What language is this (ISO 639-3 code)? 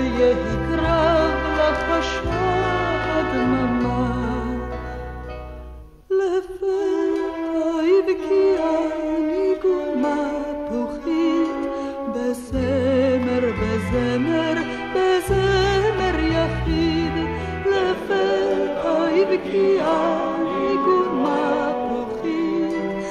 heb